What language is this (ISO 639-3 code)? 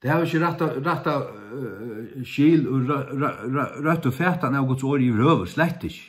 fao